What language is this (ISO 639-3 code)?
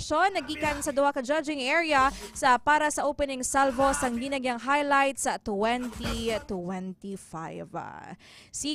hil